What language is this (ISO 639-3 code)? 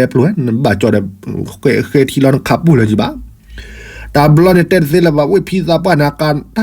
ksw